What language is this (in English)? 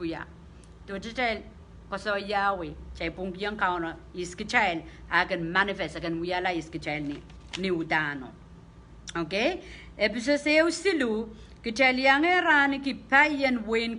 Pohnpeian